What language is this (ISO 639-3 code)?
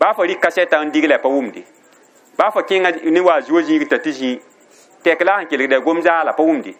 mos